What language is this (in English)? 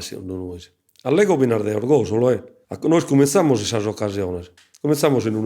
Sardinian